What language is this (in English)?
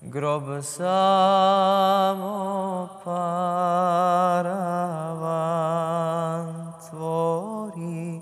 Bosnian